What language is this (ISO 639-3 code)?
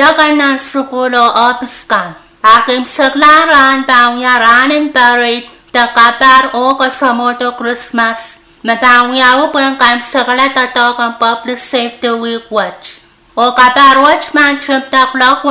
pon